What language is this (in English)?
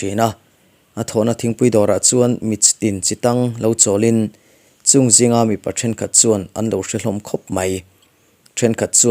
Mizo